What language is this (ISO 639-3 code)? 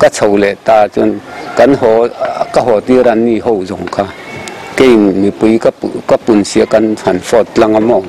lus